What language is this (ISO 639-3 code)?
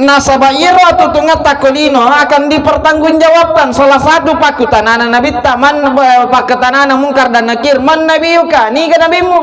bug